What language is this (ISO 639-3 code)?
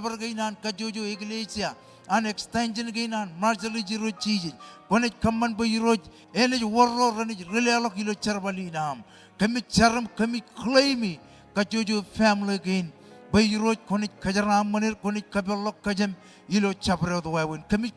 mah